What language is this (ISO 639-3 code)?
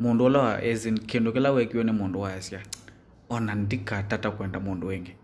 kam